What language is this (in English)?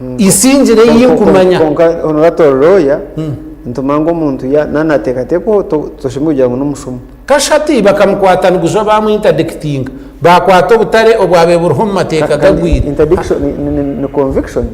Nyankole